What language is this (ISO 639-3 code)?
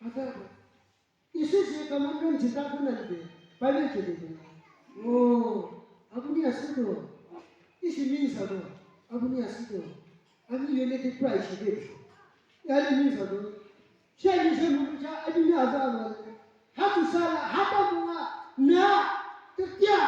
yim